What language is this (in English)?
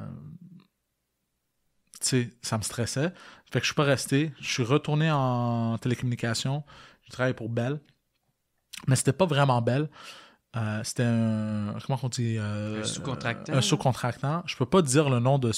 French